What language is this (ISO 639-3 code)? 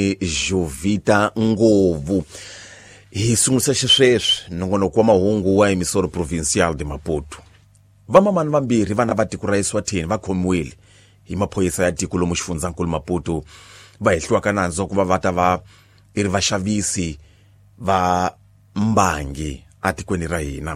tso